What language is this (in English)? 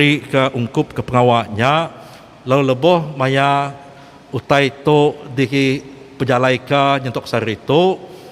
Iban